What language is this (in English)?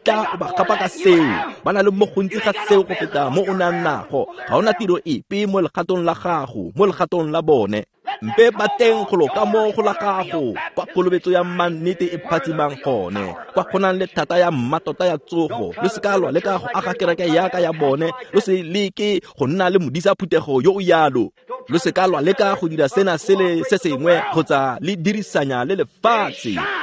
Tswana